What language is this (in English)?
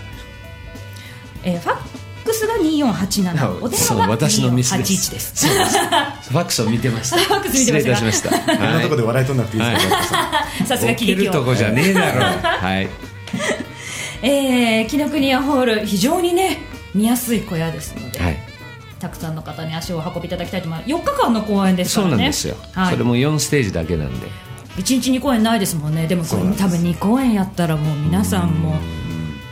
Japanese